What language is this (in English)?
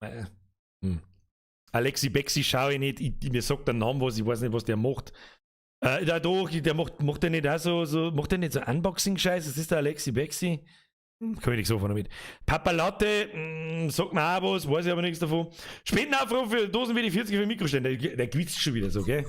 Bavarian